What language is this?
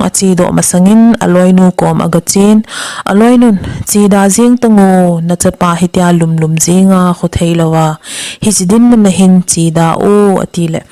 Thado Chin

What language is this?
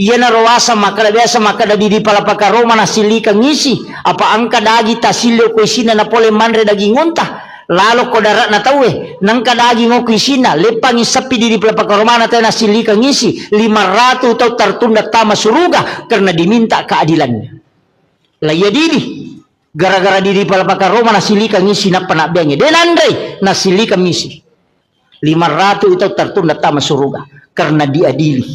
Buginese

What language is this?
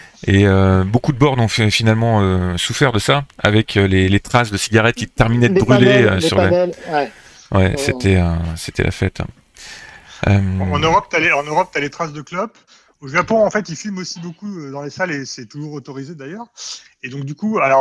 French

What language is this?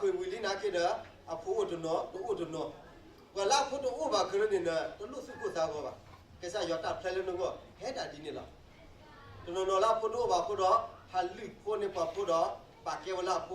S'gaw Karen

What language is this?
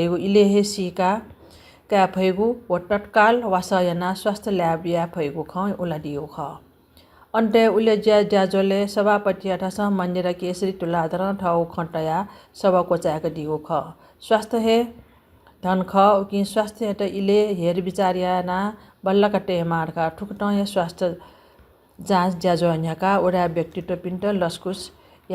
Newari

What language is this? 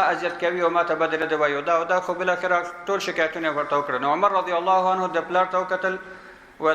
Pashto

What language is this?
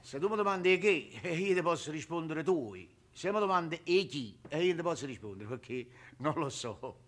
Neapolitan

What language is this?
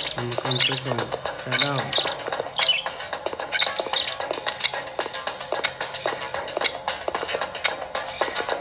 Vietnamese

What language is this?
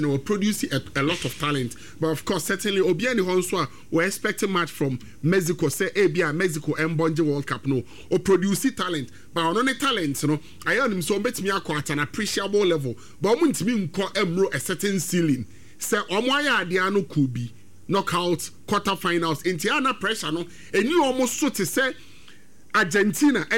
Akan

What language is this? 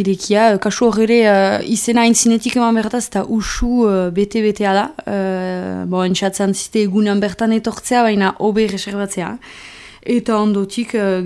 Basque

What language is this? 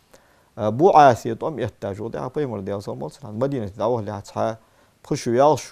Ingush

